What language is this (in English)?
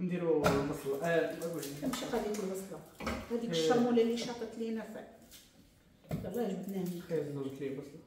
Moroccan Arabic